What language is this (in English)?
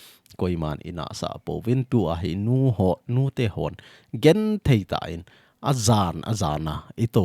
Thado Chin